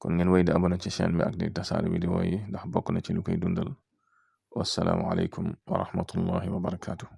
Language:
Wolof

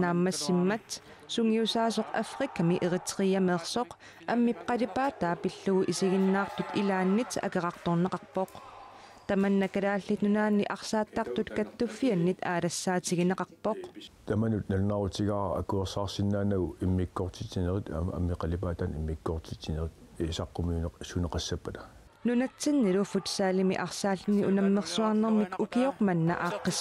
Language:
Kalaallisut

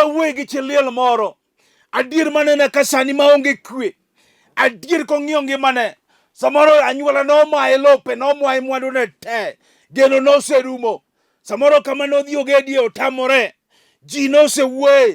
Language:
Luo (Kenya and Tanzania)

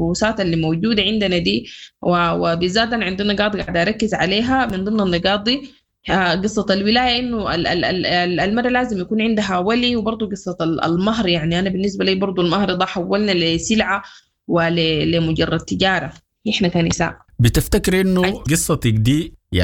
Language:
Sudanese Arabic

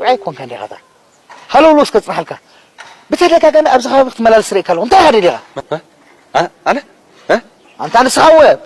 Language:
Tigrinya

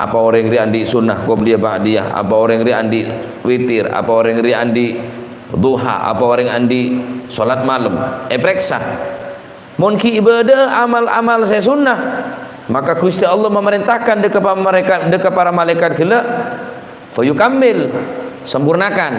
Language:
Madurese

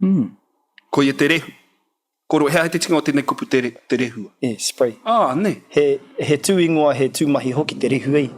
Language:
Māori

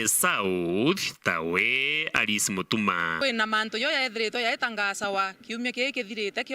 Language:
Meru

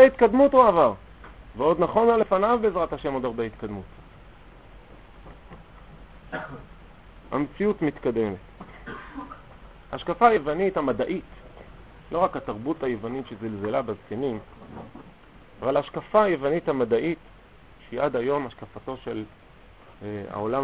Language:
Hebrew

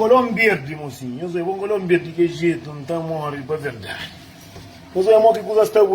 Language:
Kabuverdianu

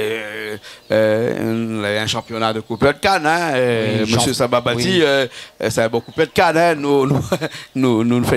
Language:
Réunion Creole French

